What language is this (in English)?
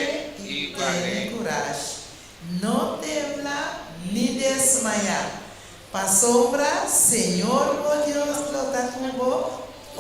Papiamento